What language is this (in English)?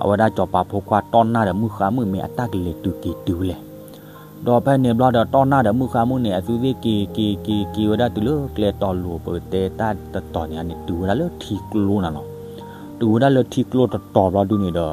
S'gaw Karen